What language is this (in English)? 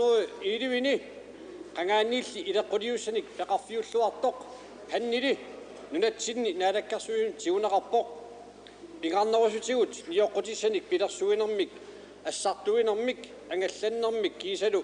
Kalaallisut